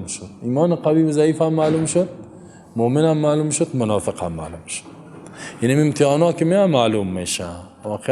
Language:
Tajik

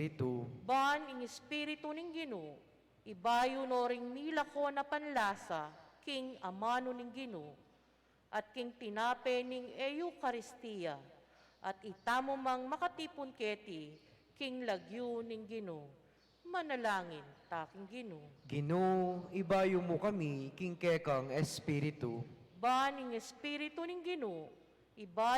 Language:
Pampanga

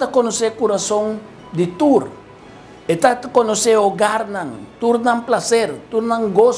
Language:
Papiamento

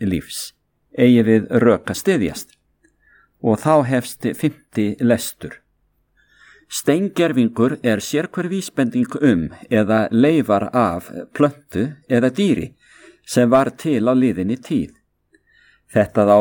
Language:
Icelandic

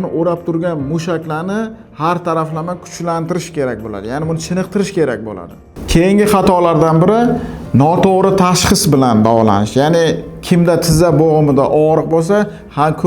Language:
Uzbek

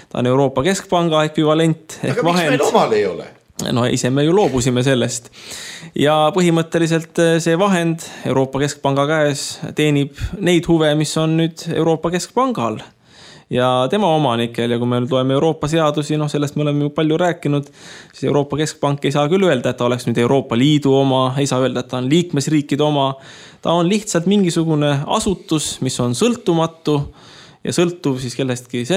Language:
Estonian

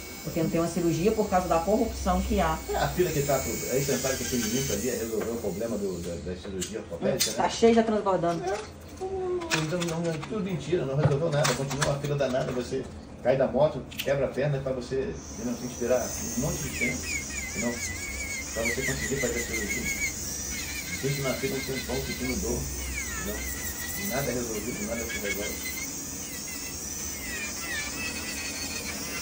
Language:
Portuguese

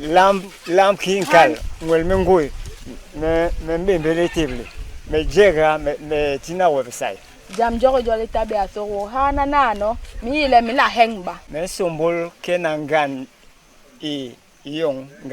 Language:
Basaa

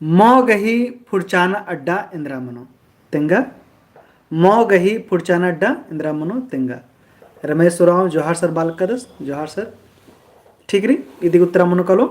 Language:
Kurukh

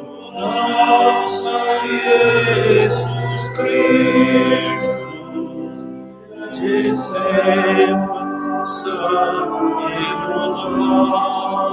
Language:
Romansh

